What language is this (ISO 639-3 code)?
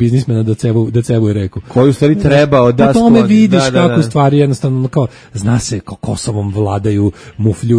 srp